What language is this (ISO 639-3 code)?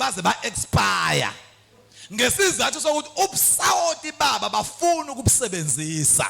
zul